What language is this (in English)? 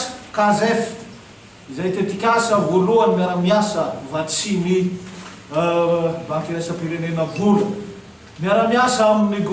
Malagasy